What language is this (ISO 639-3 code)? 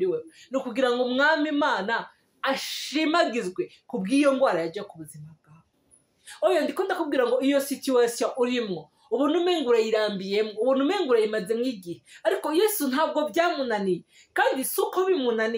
run